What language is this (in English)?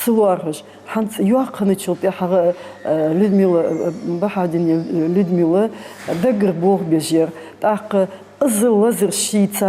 Ingush